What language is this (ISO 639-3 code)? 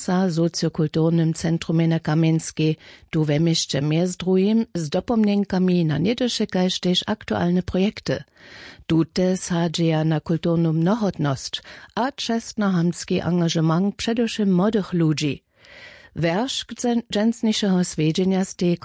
hsb